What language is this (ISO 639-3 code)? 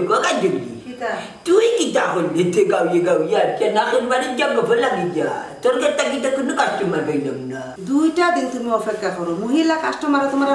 syl